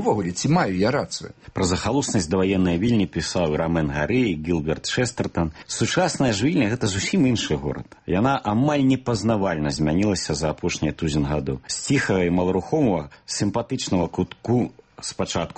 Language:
Belarusian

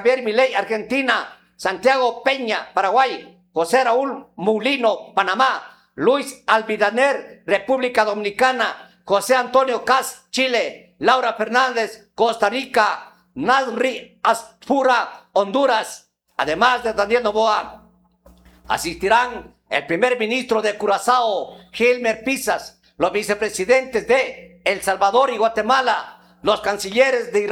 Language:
Spanish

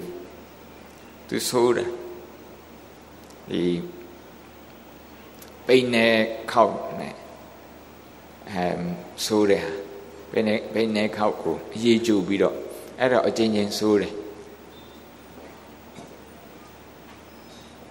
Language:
Burmese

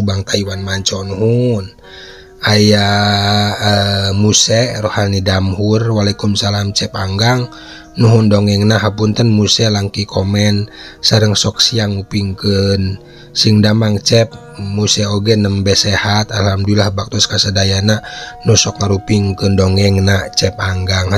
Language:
Sundanese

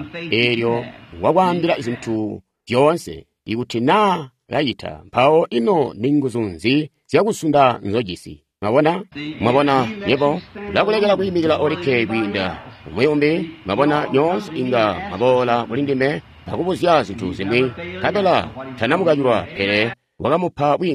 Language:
Tonga (Zambia)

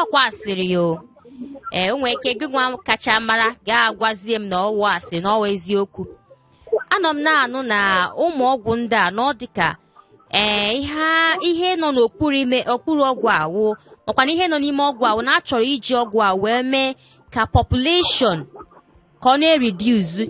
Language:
Igbo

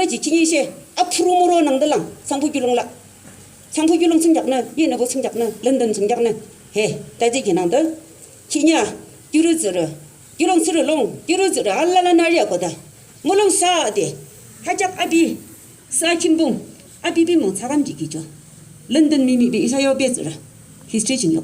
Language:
Yimchungru Naga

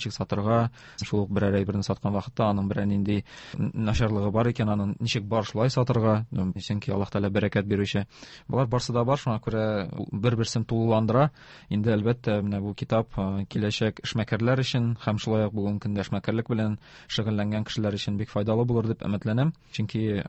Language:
Tatar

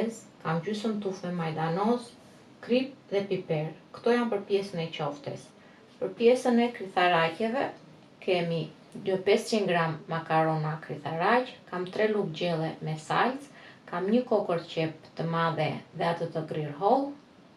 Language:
Albanian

